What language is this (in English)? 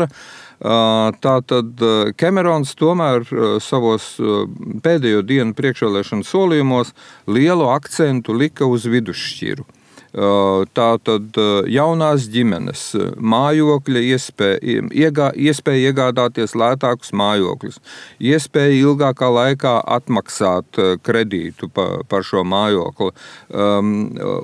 Latvian